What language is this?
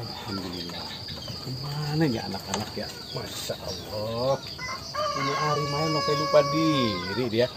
Betawi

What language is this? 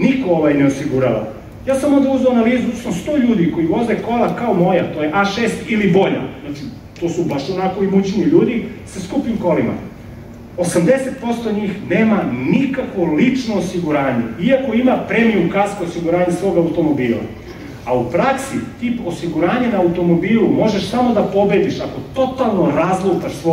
Serbian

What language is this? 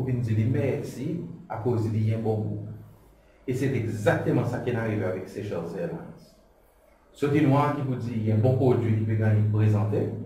Seselwa Creole French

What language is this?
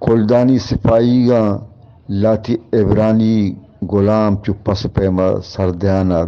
Eastern Balochi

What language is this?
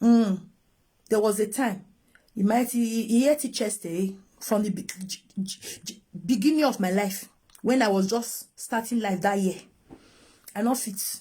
Nigerian Pidgin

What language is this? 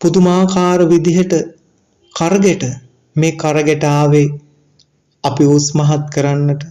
Sinhala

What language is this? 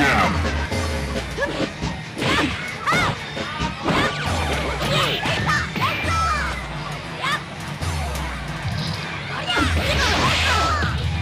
Japanese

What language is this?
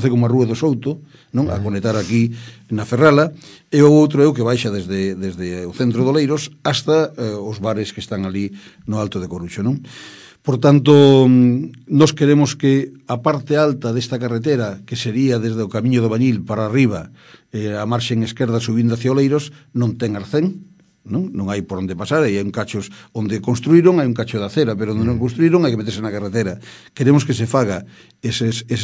Galician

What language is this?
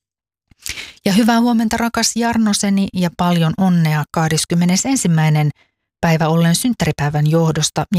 Finnish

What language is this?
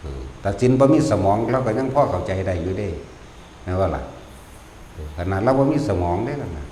Northeastern Thai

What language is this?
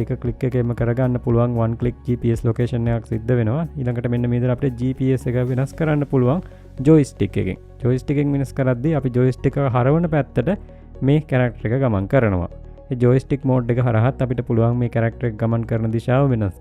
Sinhala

